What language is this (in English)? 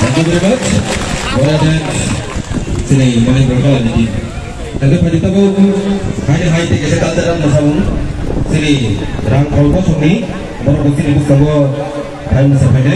Kok Borok